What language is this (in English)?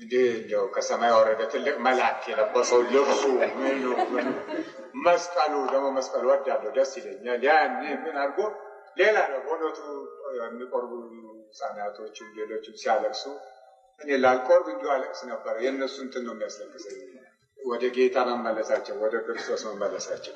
Amharic